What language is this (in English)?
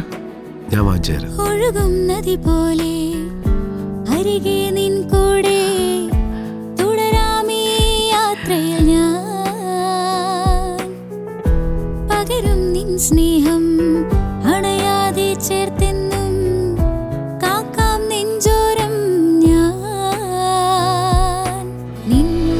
Malayalam